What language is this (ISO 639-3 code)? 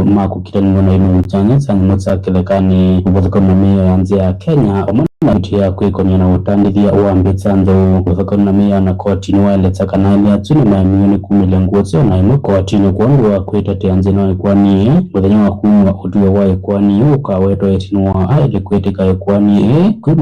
kam